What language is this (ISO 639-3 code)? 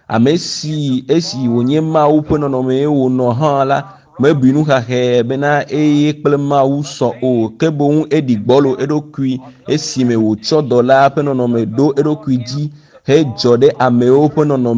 ewe